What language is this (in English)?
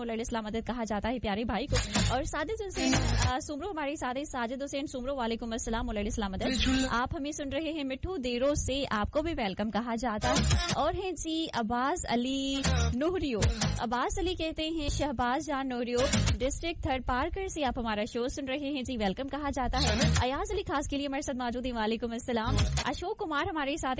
Urdu